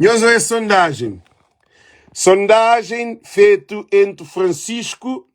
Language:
Kabuverdianu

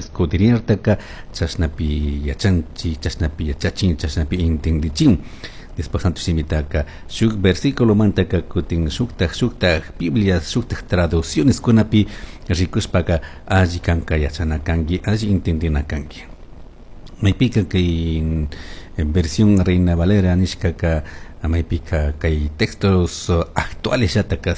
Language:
Chimborazo Highland Quichua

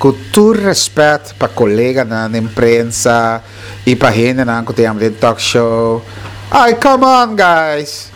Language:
Papiamento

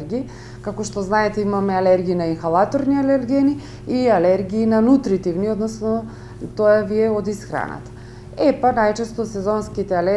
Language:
Macedonian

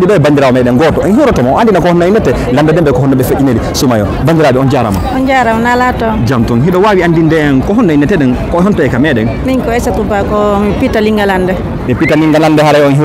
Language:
Fula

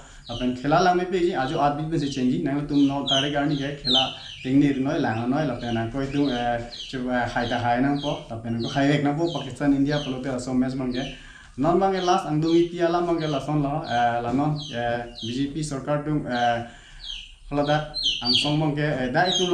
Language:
Karbi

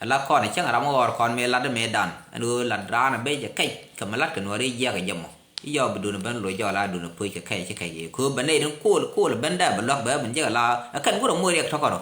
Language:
Nuer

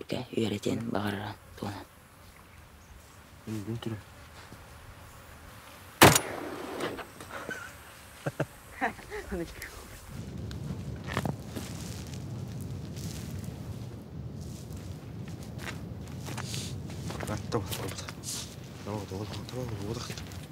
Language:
Kazakh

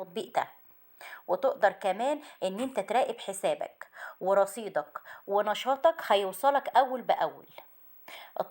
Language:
Egyptian Arabic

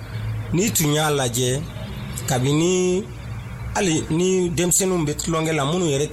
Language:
Dyula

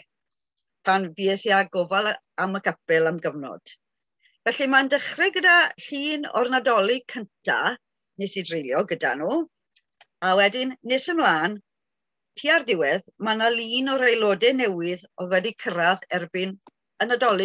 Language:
Welsh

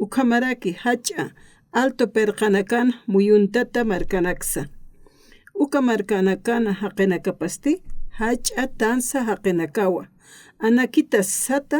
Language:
Aymara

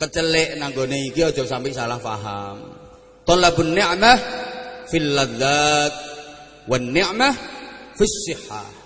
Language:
Javanese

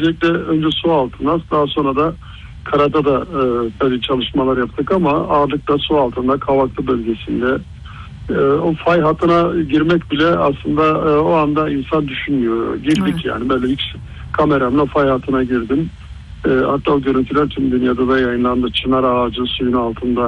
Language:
Turkish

